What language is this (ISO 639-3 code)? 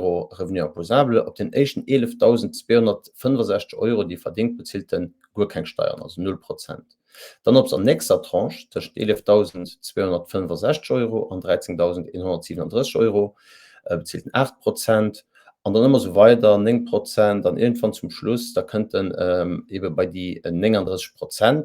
ltz